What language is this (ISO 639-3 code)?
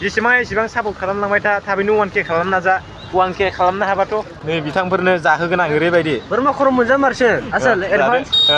brx